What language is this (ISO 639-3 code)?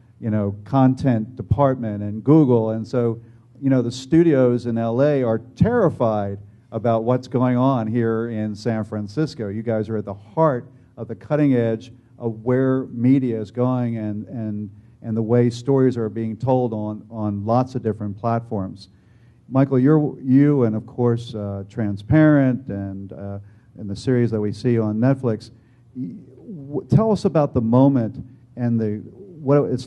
eng